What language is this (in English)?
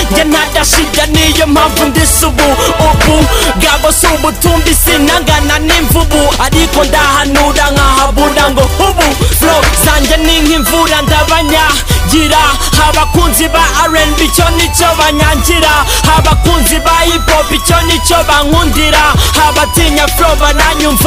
Kinyarwanda